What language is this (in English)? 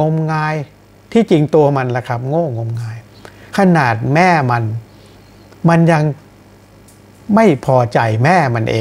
Thai